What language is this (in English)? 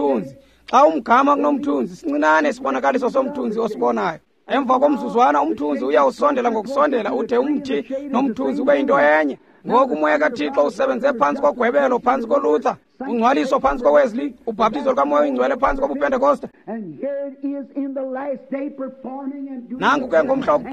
Xhosa